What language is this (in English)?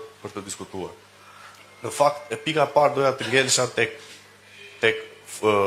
Albanian